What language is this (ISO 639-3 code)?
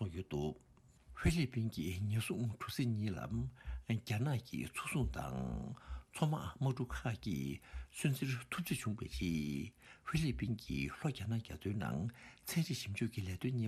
bod